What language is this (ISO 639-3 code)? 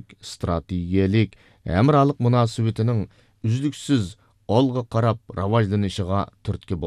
uig